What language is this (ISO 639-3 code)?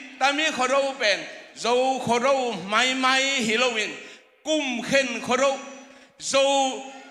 ctd